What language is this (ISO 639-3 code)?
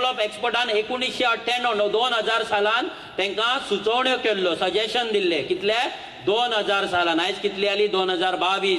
kok